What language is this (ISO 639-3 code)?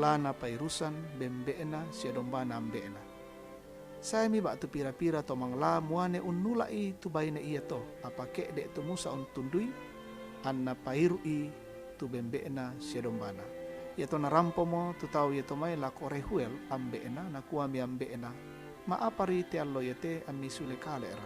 sda